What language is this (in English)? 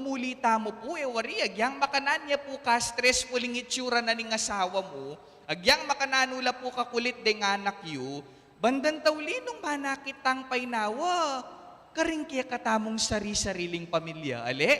Pampanga